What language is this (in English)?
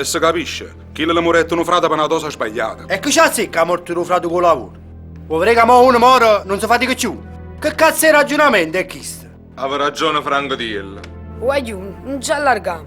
Neapolitan